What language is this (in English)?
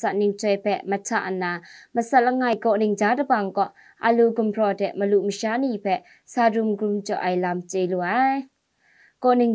Kachin